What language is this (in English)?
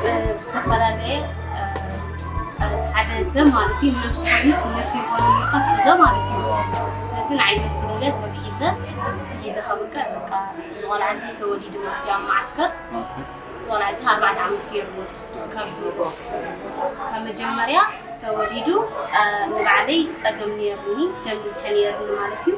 Tigrinya